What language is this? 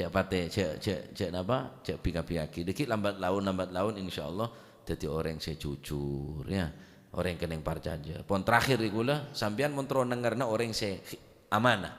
Madurese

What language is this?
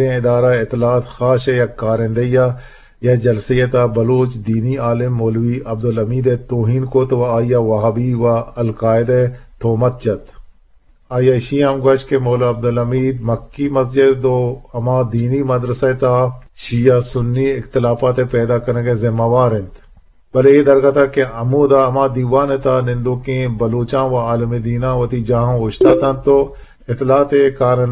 Eastern Balochi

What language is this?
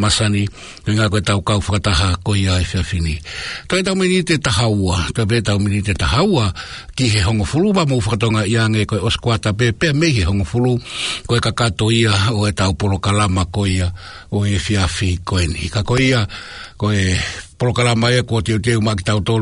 Tongan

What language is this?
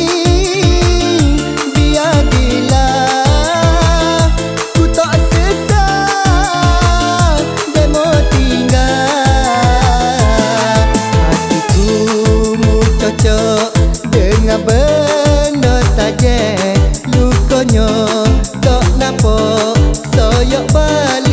Malay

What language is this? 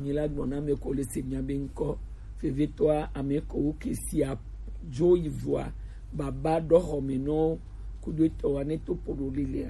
Gen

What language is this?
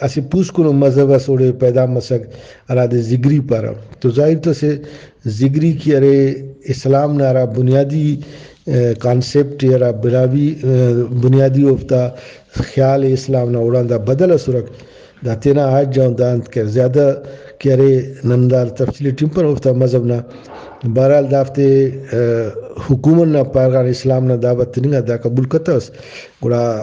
Brahui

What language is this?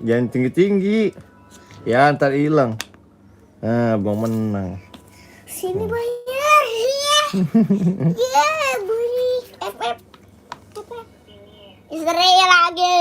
Betawi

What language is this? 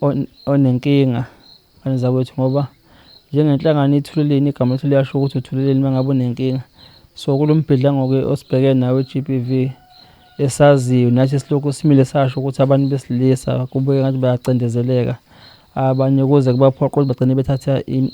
Zulu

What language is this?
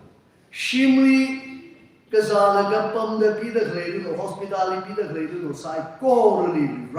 Tangkhul Naga (India)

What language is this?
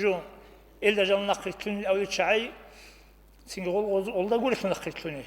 Avaric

